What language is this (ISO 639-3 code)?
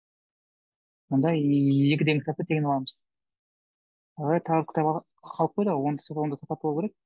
kaz